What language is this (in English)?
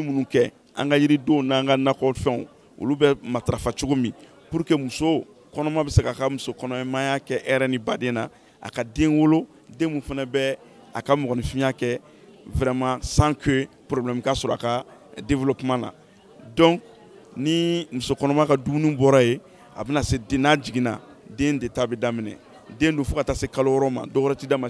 Bambara